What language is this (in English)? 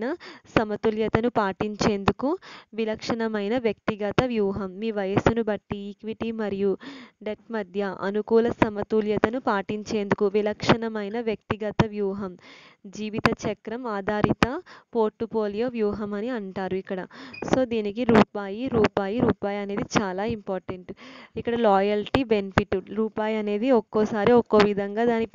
Telugu